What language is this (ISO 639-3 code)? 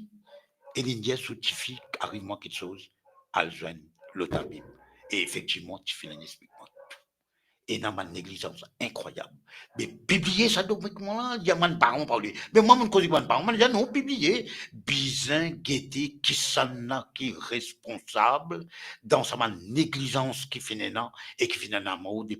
mfe